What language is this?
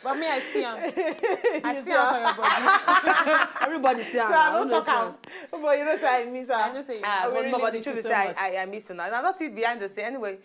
Nigerian Pidgin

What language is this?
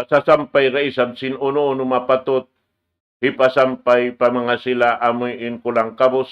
Tausug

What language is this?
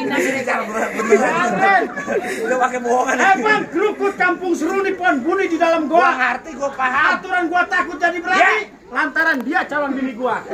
Betawi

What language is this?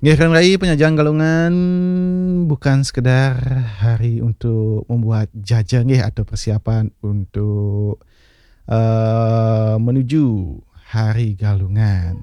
Balinese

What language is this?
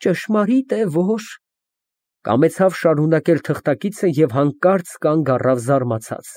Armenian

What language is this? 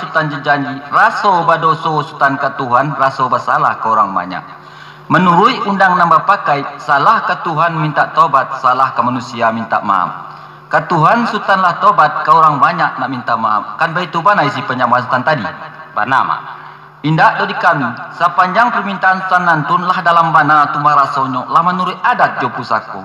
Minangkabau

